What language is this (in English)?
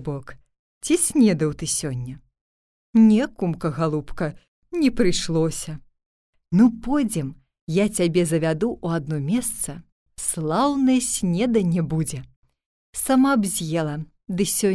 Belarusian